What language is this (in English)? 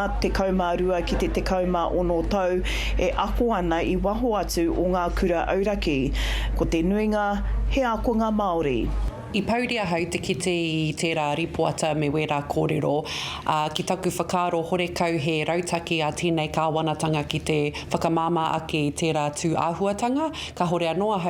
Māori